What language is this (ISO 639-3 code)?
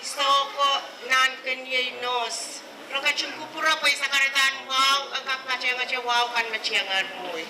pon